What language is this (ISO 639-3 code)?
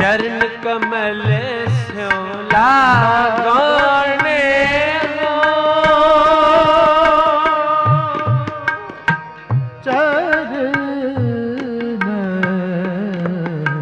pan